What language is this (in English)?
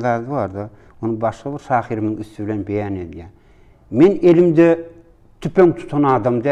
Turkmen